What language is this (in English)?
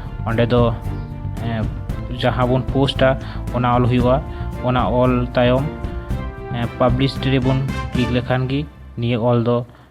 Santali